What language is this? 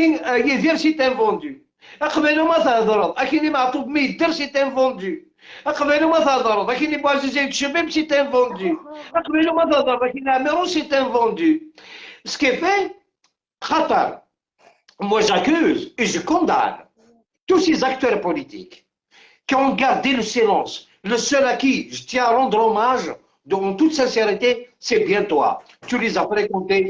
Algerian Arabic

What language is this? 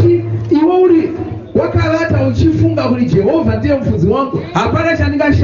Shona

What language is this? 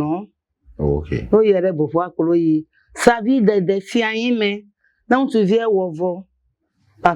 Ewe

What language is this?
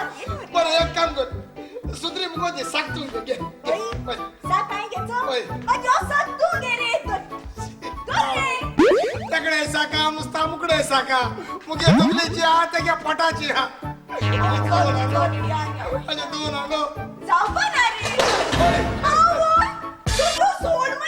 Konkani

